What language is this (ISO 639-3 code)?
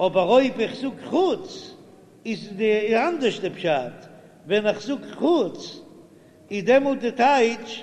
yid